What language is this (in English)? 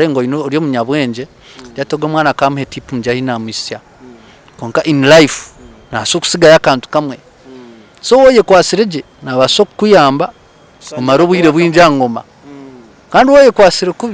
Nyankole